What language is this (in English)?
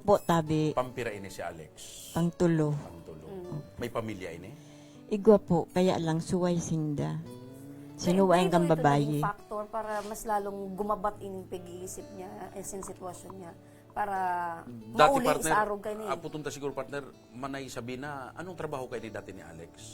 Bikol